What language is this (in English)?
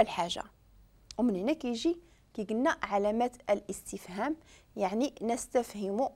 Moroccan Arabic